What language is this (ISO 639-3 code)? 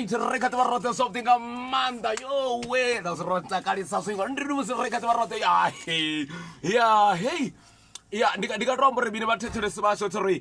ven